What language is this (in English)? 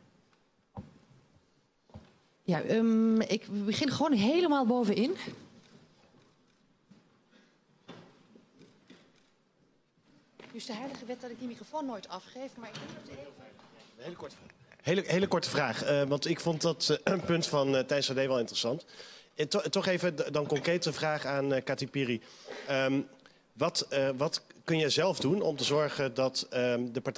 Dutch